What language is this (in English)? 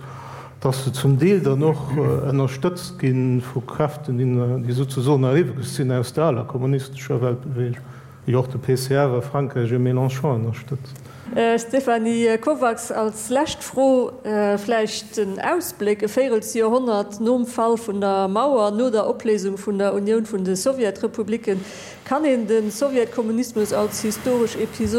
Luxembourgish